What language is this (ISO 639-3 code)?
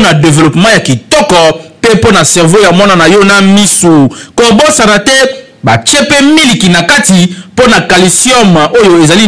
lin